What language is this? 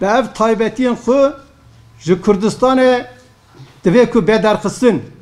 Kurdish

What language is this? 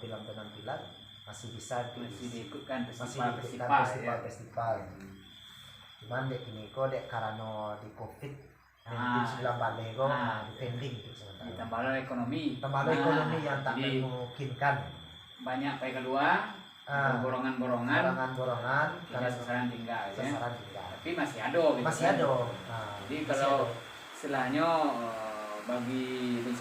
Minangkabau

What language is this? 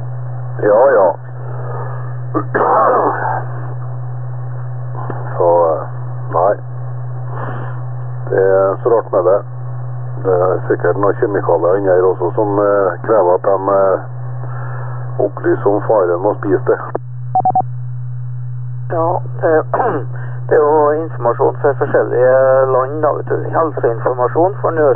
Norwegian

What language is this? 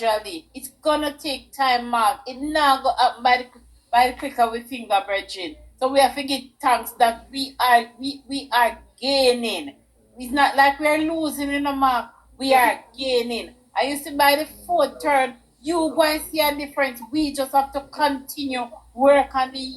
Jamaican Creole English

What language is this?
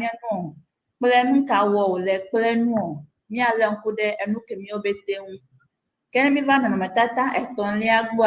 Ewe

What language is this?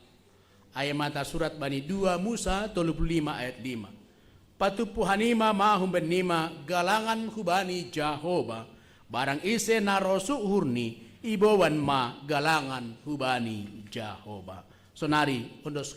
Batak Simalungun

